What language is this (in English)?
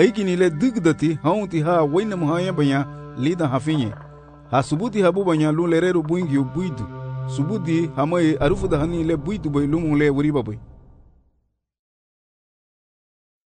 Garifuna